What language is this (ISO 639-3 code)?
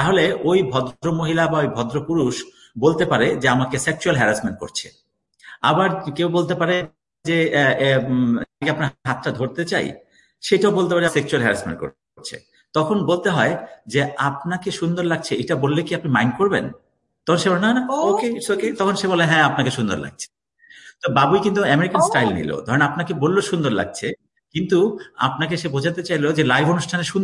ben